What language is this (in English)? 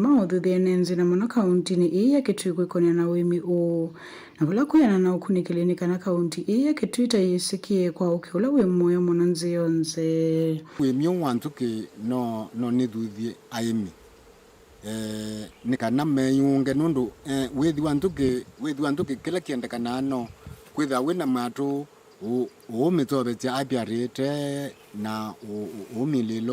Kamba